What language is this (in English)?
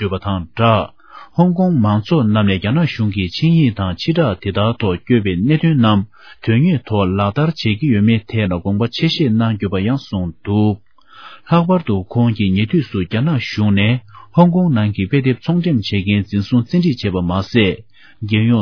Tibetan